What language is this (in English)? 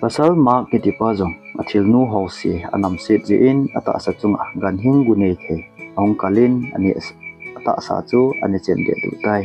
Thado Chin